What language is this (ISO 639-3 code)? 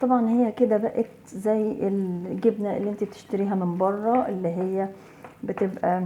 arz